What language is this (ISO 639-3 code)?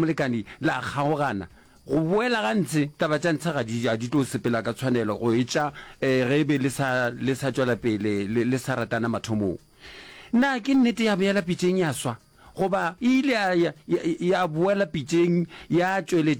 nso